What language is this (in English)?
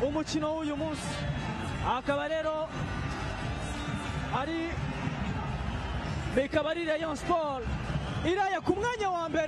Kinyarwanda